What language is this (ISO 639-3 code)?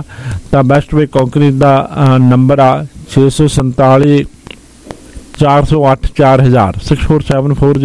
pan